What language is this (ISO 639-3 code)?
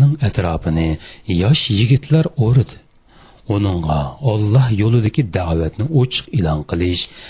uig